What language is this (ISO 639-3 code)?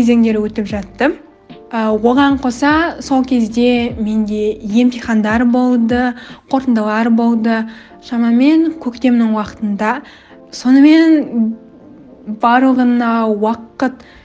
kaz